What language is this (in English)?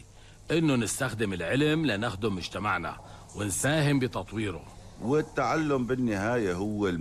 North Levantine Arabic